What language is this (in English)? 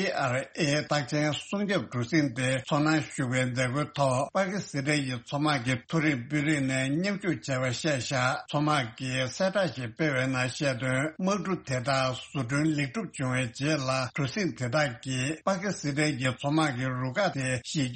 Tibetan